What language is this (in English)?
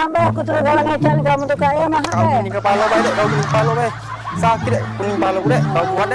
Musi